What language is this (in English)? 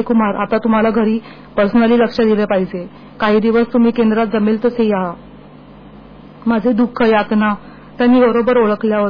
Marathi